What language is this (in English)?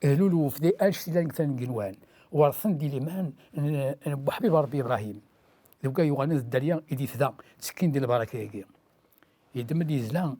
Kabyle